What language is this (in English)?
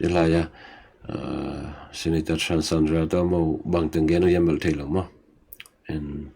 Tedim Chin